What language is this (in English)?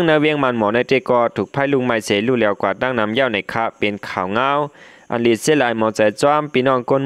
Shan